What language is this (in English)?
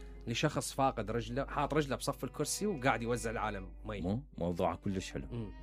Mesopotamian Arabic